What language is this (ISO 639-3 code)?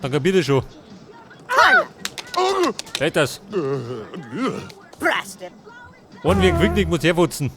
bar